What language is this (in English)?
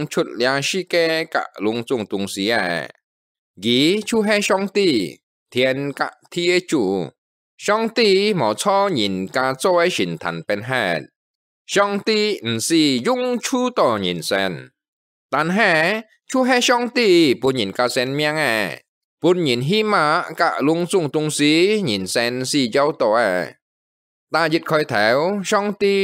Hakka Chinese